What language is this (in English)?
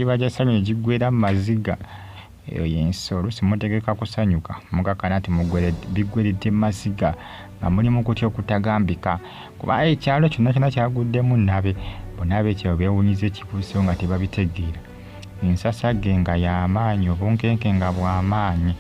Ganda